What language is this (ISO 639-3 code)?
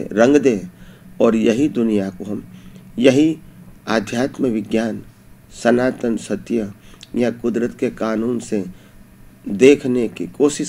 hin